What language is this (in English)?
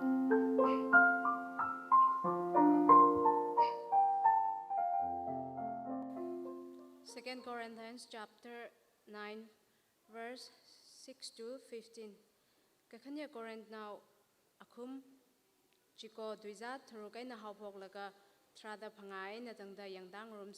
Tangkhul Naga (India)